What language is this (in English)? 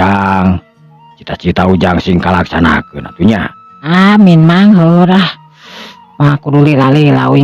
Sundanese